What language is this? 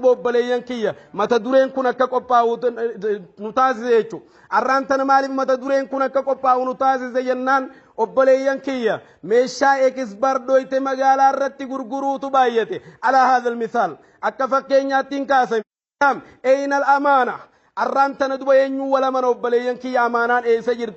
Oromo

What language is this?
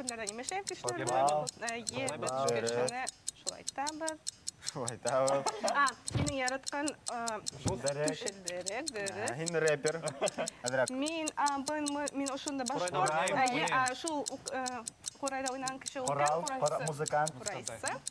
Bashkir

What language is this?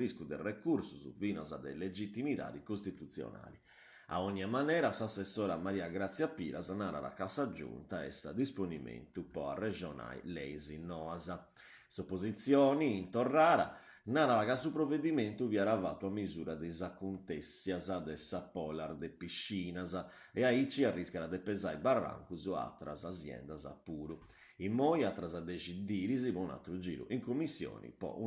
Sardinian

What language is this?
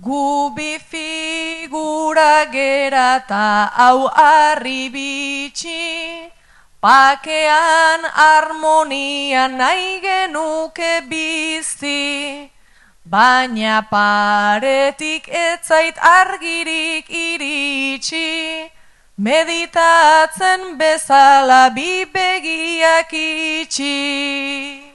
Basque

